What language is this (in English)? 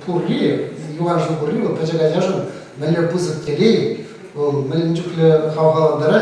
Chuvash